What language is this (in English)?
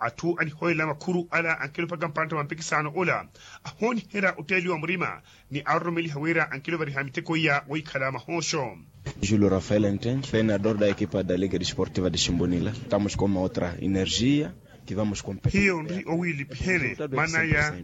Makhuwa